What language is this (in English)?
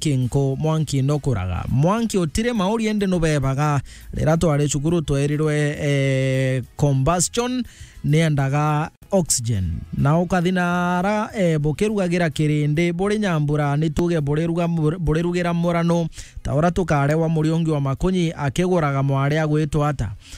Meru